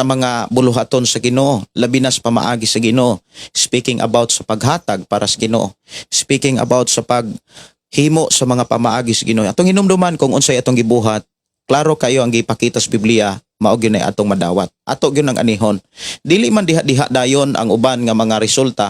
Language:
Cebuano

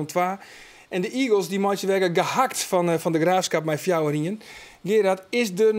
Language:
Western Frisian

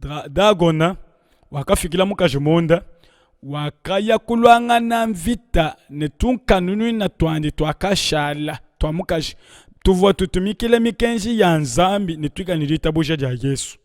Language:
Luba-Lulua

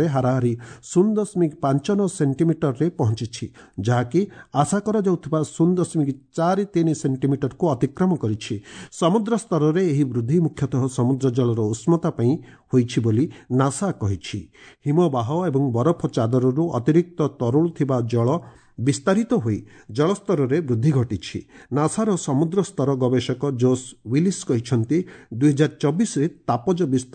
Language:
Odia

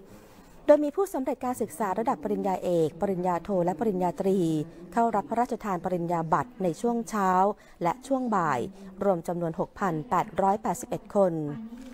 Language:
Thai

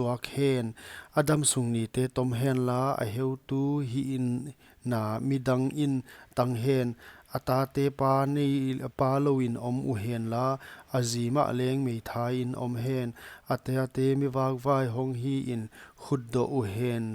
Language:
Paite Chin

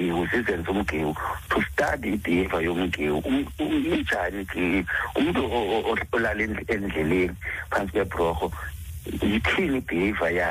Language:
Xhosa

